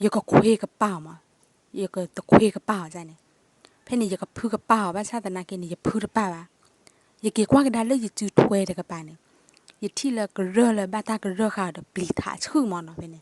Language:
S'gaw Karen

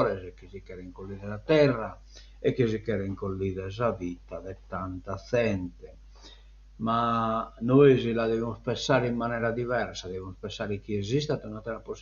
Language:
Sardinian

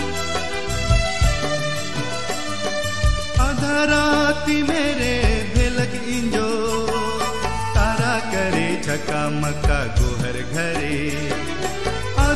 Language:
Sadri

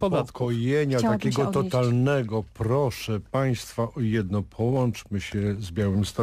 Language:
Polish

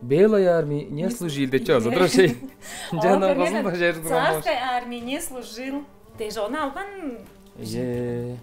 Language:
Tuvinian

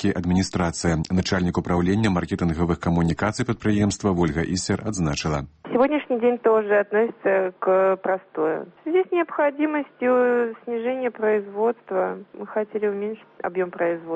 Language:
Belarusian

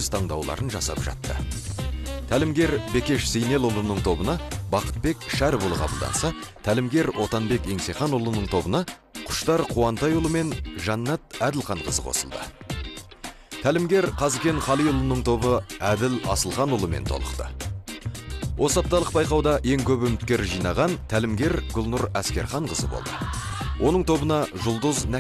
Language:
Kazakh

